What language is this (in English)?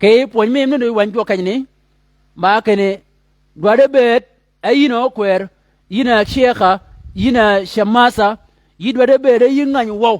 Shilluk